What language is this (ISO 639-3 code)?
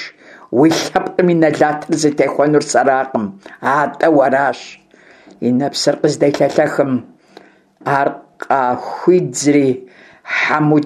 kbd